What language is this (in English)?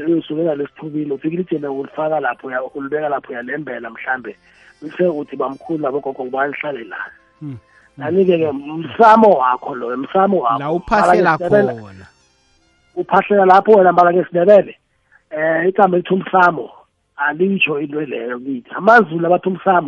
South Ndebele